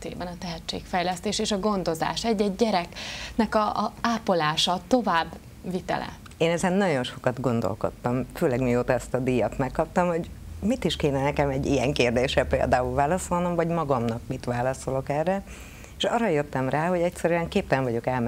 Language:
Hungarian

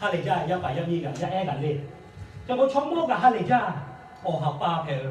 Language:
Lahu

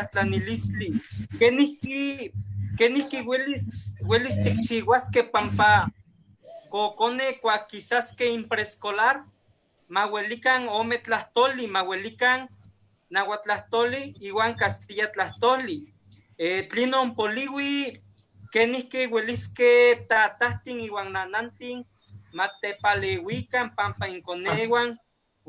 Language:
Eastern Huasteca Nahuatl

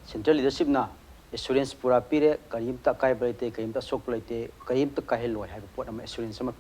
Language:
Manipuri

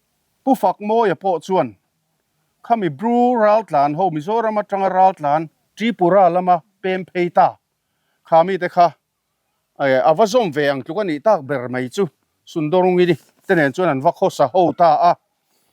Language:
Mizo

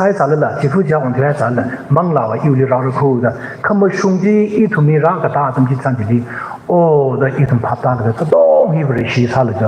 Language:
Tangkhul Naga (India)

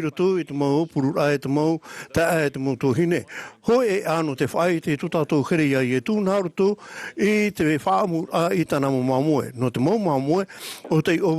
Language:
Tahitian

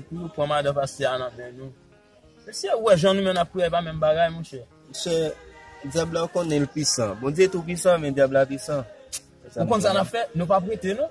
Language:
Haitian Creole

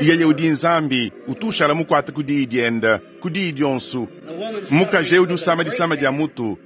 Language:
Luba-Lulua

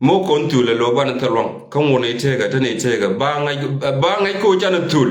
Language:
Nuer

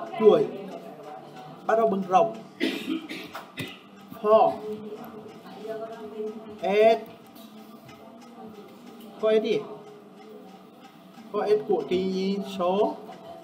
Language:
Vietnamese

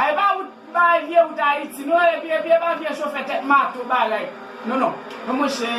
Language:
Haitian Creole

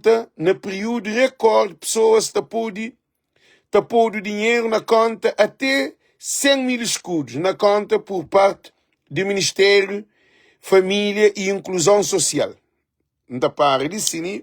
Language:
Kabuverdianu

